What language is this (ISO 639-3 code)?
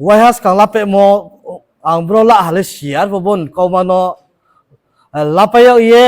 ria